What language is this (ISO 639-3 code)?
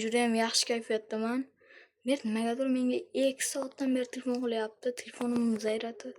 uzb